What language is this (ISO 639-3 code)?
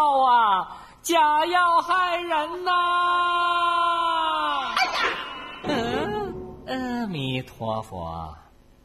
zho